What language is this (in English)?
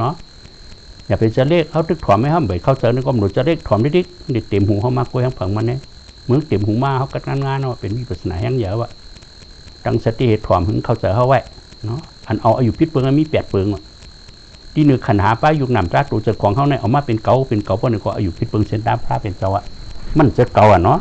Shan